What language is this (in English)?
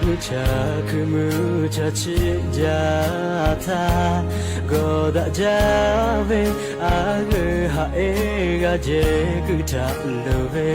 Lahu